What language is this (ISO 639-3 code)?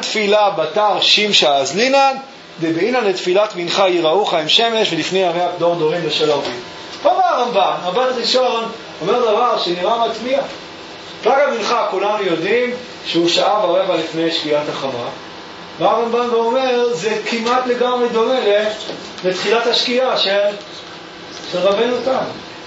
heb